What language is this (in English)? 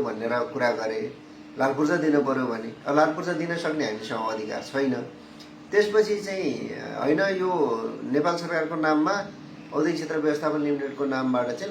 Nepali